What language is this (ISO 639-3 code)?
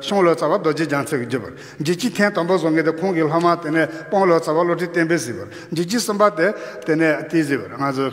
bod